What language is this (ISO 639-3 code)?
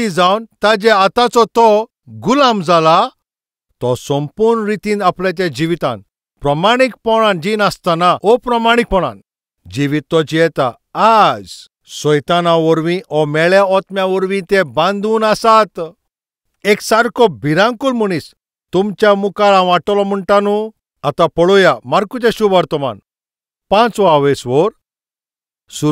kok